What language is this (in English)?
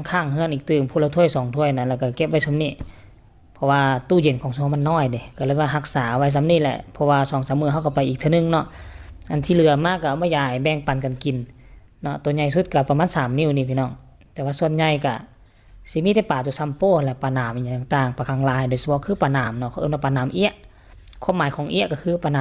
Northeastern Thai